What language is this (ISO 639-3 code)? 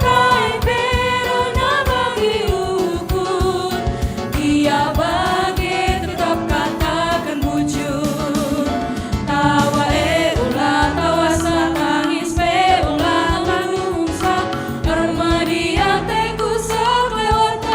btx